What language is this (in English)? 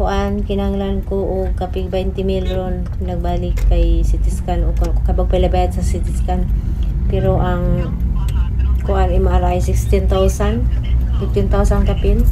Cebuano